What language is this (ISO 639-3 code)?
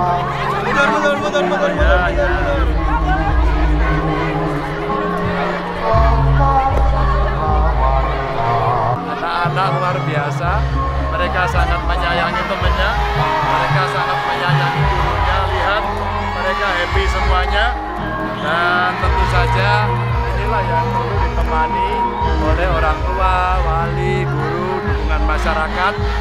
ind